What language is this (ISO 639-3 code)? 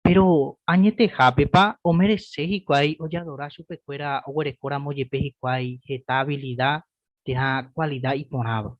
grn